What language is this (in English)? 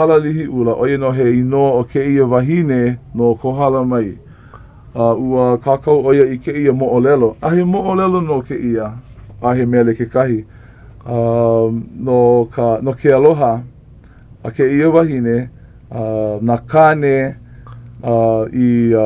Hawaiian